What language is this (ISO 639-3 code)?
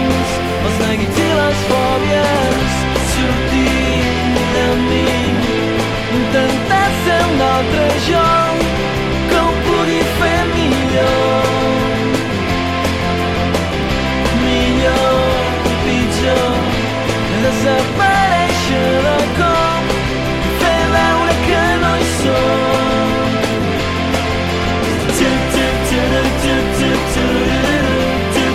cat